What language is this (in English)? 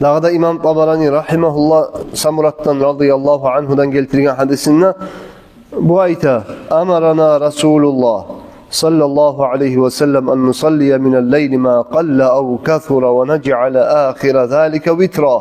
Kumyk